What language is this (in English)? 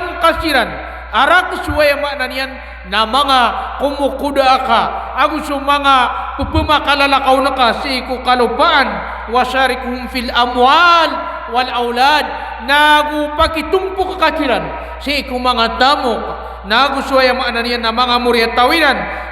Maranao